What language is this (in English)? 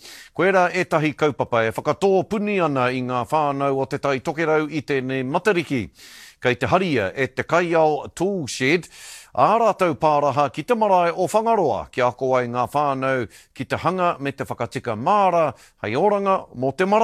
Māori